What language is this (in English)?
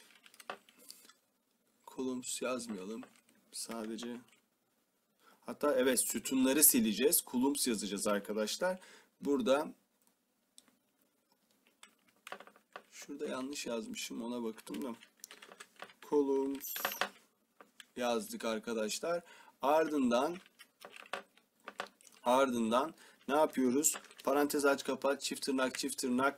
Turkish